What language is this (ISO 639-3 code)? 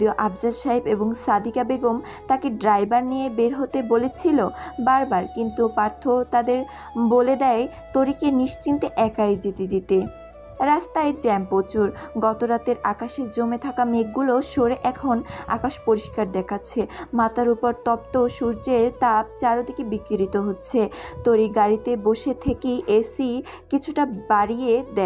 ben